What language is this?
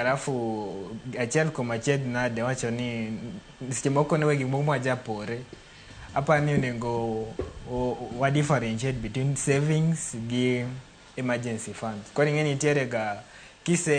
Luo (Kenya and Tanzania)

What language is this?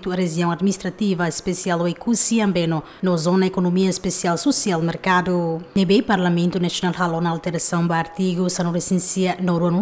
Tetum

